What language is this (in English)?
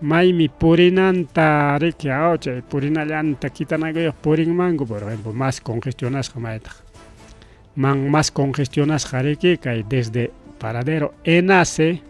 Ayacucho Quechua